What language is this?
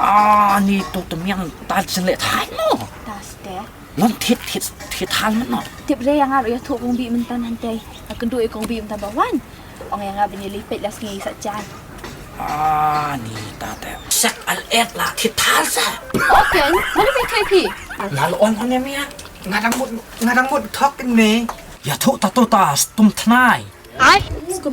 Khasi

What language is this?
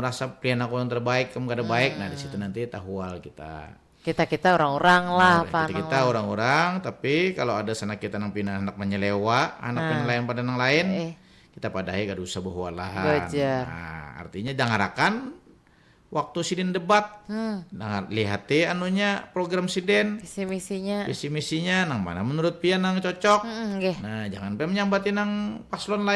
Banjar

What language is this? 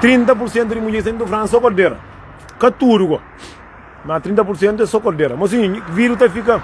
Kabuverdianu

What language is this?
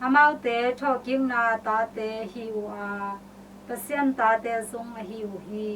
Tedim Chin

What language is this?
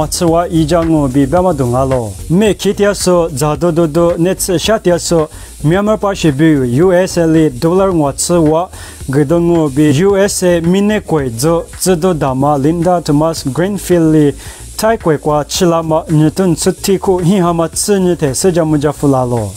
Lisu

